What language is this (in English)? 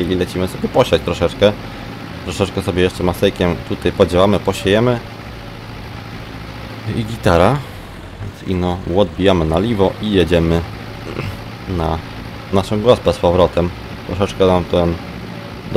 Polish